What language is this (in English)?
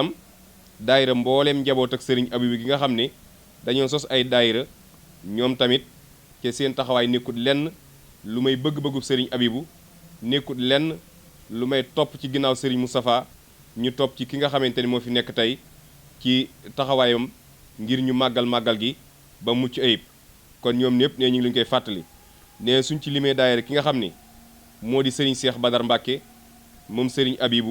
Wolof